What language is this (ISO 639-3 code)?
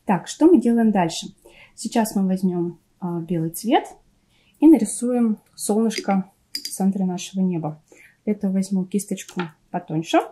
rus